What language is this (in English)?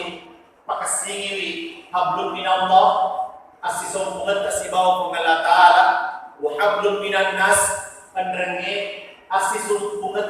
Buginese